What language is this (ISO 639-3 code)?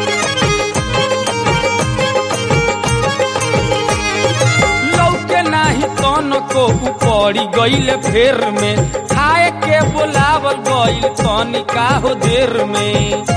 bho